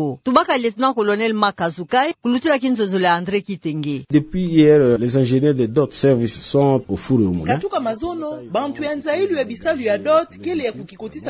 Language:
Kituba (Democratic Republic of Congo)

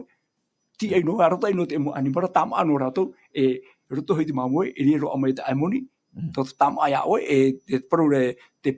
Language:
Tahitian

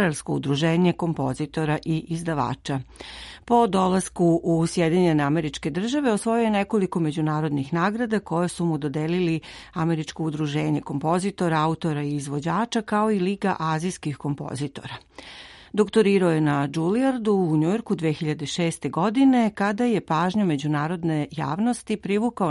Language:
Serbian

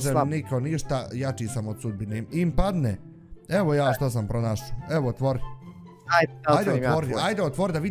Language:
Bosnian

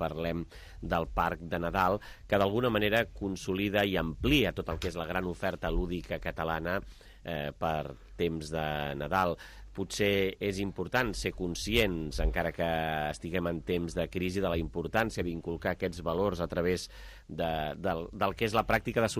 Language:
Catalan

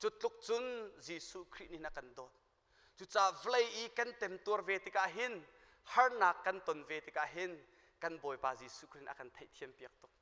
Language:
Hakha Chin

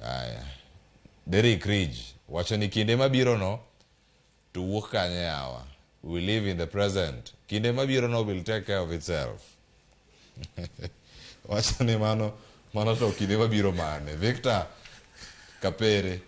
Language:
Luo (Kenya and Tanzania)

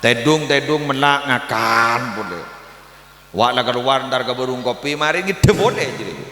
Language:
Madurese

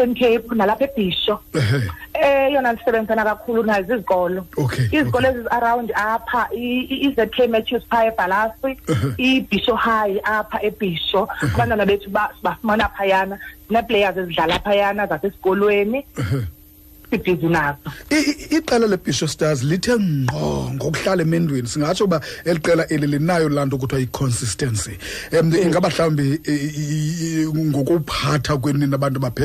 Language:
Xhosa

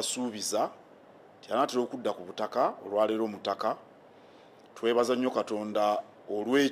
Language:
Ganda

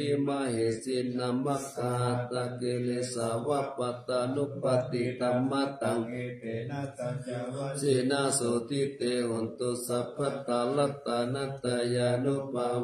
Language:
Pali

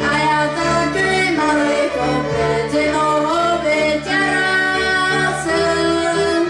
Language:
Rusyn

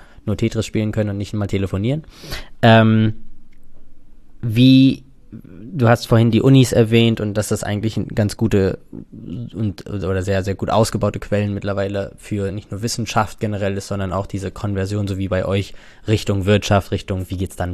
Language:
German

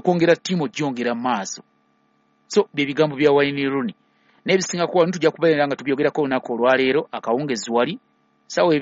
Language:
Ganda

